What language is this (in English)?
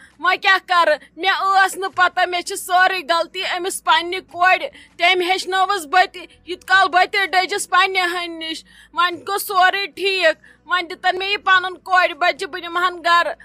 Kashmiri